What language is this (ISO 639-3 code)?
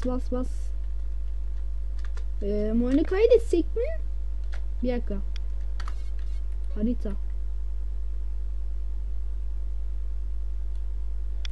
tur